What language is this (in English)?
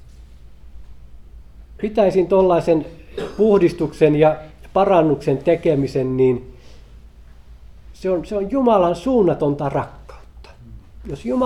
Finnish